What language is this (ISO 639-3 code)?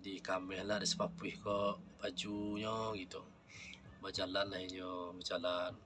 min